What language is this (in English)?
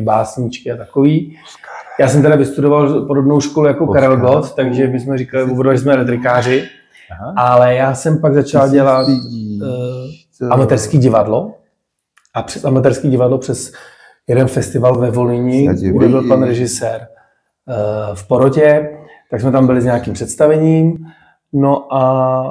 Czech